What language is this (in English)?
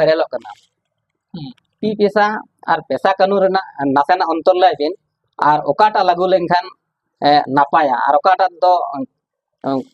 Santali